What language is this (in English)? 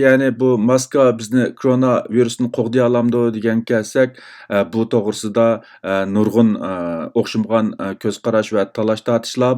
Uyghur